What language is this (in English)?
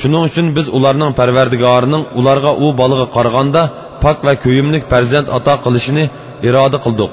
Uyghur